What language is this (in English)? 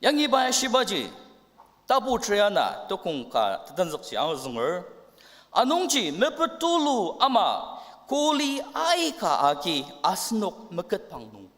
Ao Naga